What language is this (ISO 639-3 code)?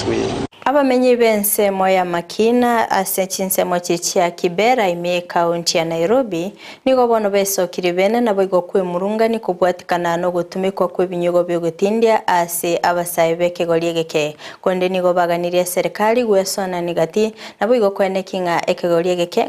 guz